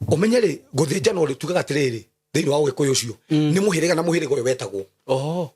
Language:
Kikuyu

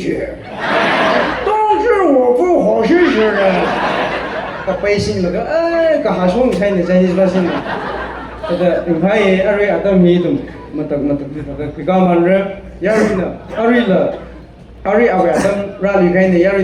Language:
Tangkhul Naga (India)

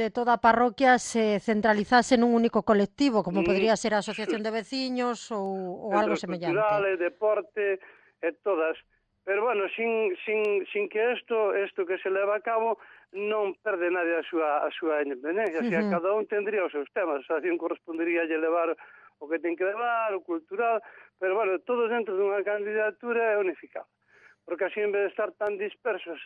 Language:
Galician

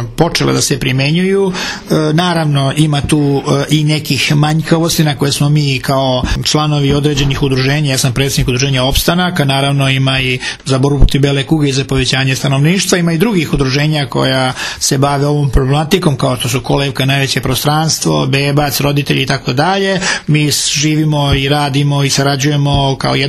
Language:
Serbian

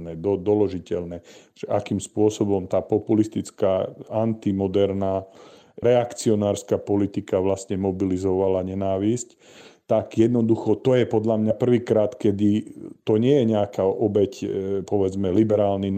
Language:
Slovak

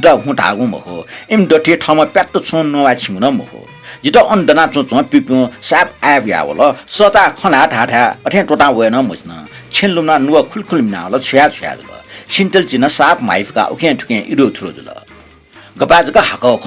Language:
Newari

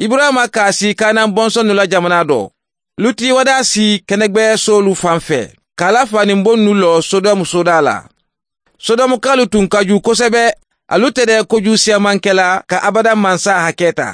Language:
Mandingo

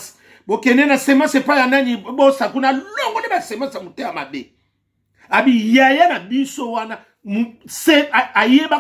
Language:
Lingala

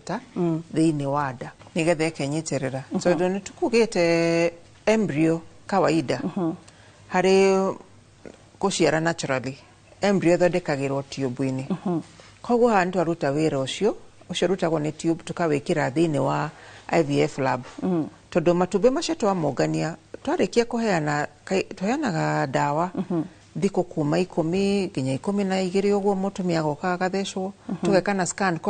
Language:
Kikuyu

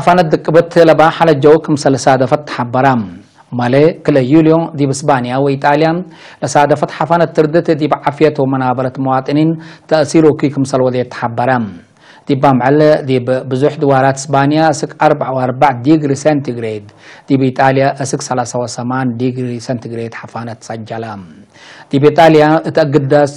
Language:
Tigre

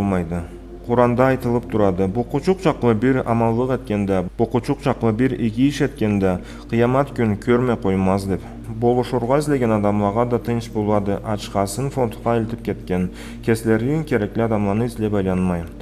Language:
Karachay-Balkar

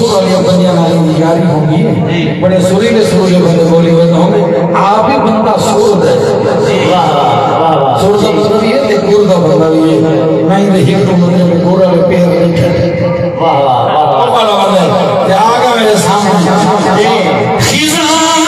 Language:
Saraiki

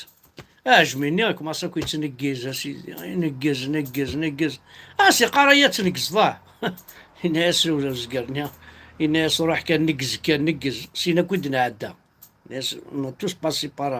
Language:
Kabyle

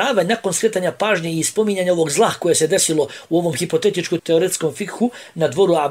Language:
Bosnian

